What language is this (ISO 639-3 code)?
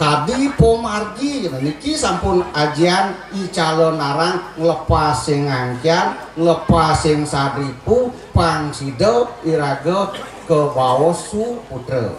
ban